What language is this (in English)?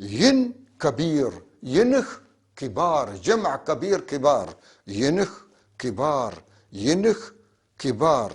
North Levantine Arabic